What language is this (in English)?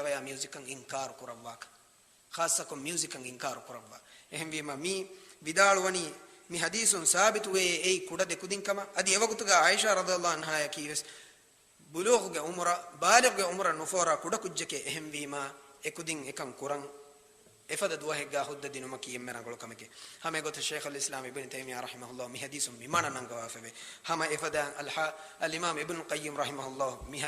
Divehi